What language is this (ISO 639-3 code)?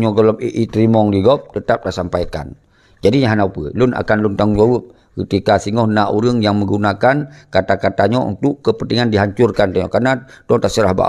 ace